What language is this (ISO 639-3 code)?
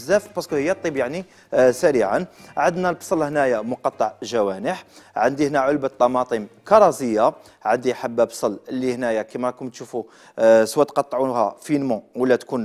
arq